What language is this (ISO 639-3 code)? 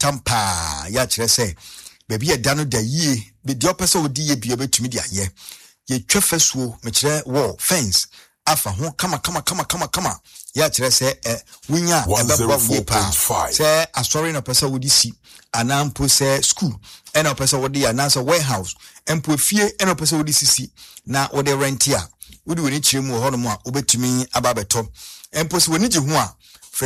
aka